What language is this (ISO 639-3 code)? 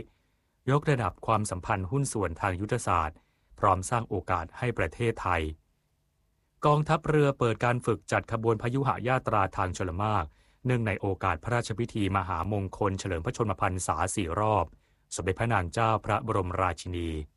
tha